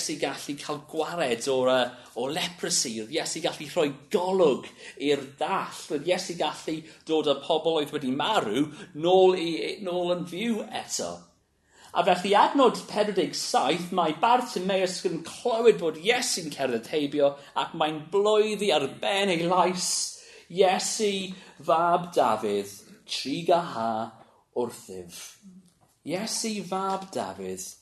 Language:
Welsh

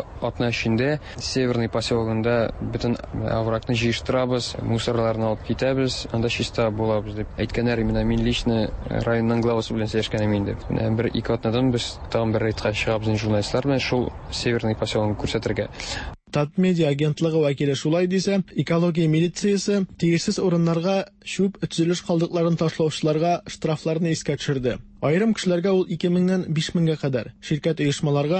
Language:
Tatar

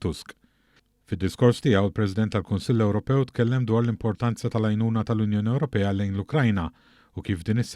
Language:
Maltese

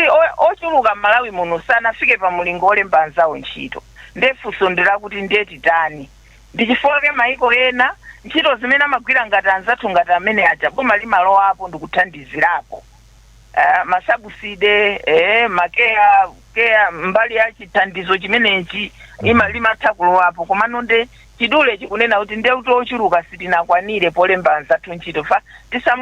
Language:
Nyanja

